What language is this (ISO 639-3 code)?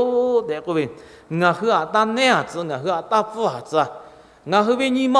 lhu